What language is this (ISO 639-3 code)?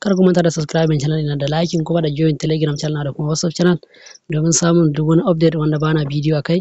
hau